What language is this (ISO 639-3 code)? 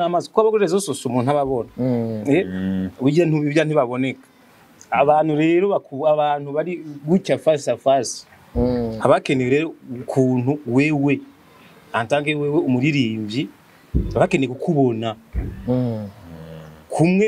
run